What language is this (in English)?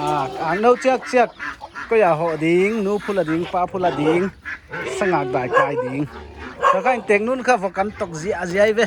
Paite Chin